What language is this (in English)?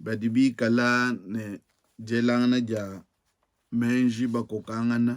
Luba-Lulua